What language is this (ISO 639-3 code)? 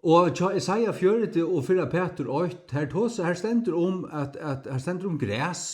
fao